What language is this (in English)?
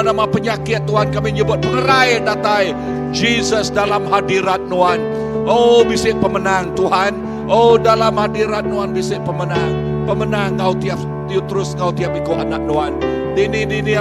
Iban